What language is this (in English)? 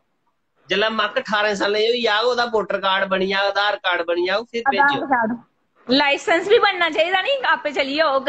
Dogri